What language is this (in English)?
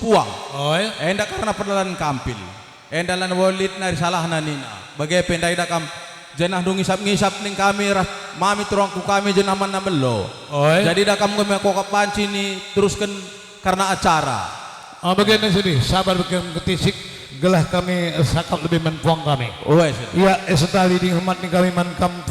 Batak Karo